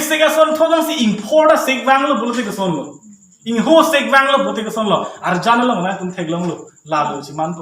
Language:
Karbi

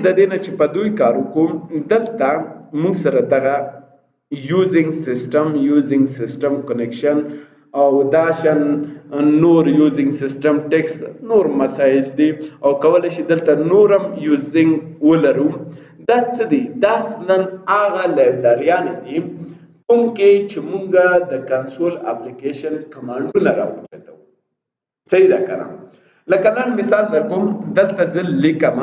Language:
Pashto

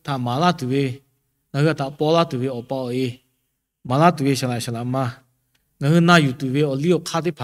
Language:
Lahu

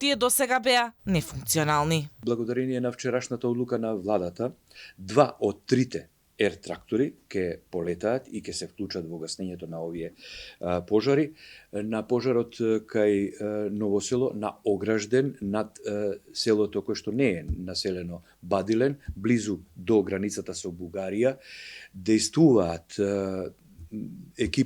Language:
Macedonian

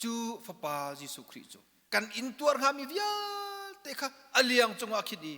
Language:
Hakha Chin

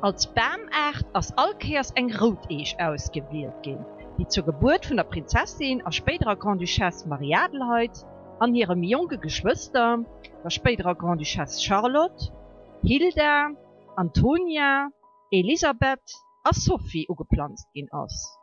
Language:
Luxembourgish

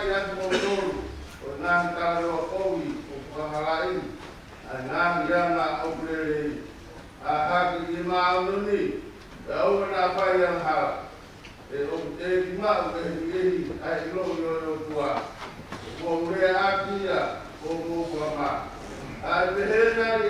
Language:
Tongan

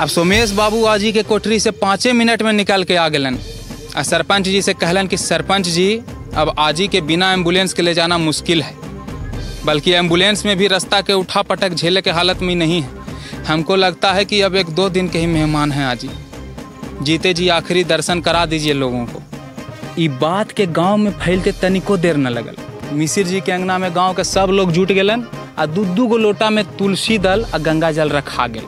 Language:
Magahi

